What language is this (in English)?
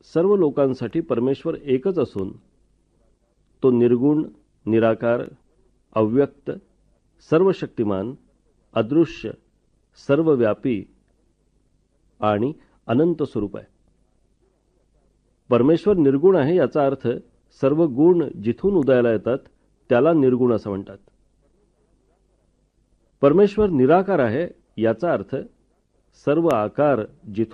Marathi